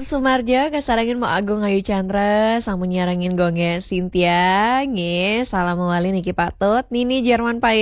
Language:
Balinese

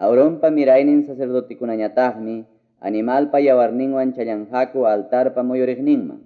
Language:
Quechua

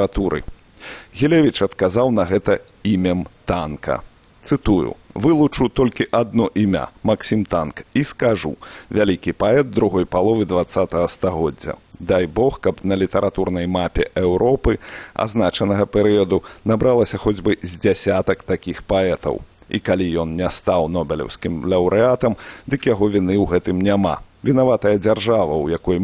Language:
Belarusian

